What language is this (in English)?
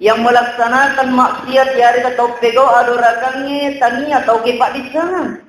Buginese